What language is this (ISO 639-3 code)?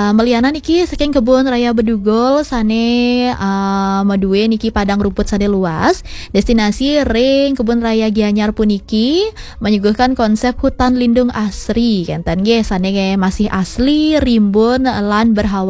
ban